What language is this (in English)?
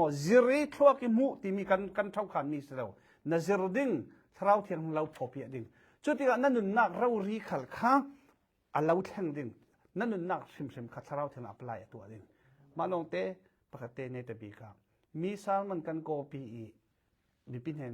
Falam Chin